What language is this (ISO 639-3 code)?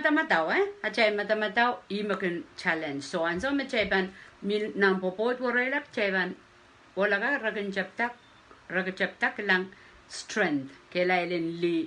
pon